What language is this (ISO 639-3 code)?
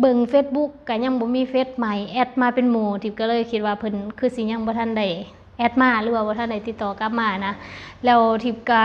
lao